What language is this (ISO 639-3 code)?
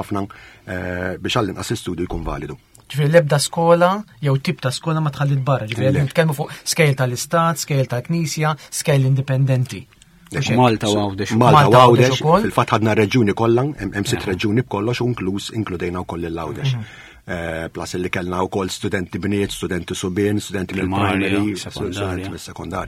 mlt